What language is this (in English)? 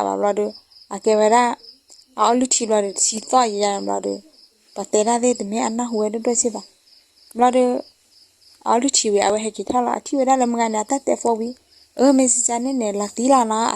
S'gaw Karen